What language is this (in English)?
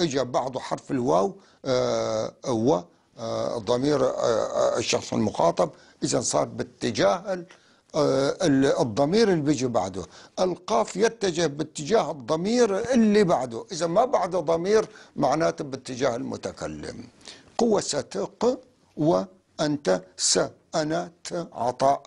North Levantine Arabic